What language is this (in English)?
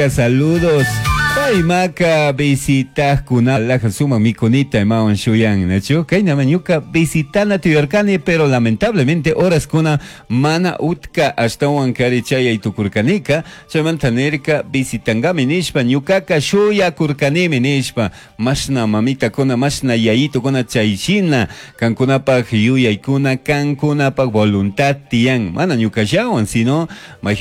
Chimborazo Highland Quichua